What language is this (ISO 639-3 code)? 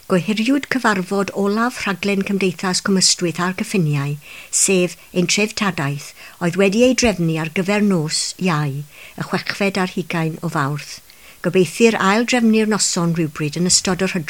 cym